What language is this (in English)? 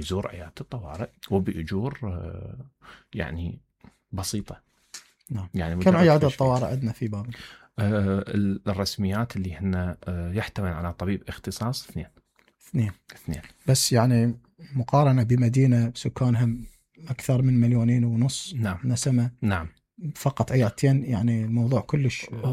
Mesopotamian Arabic